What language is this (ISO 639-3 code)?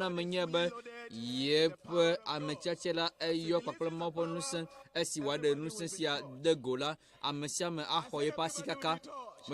ewe